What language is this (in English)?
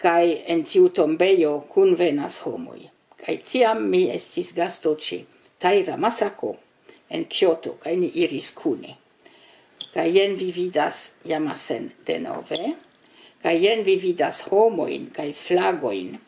Esperanto